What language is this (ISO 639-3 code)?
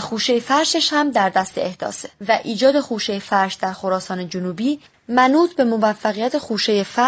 fas